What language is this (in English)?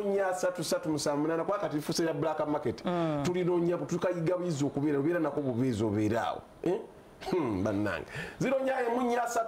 Ganda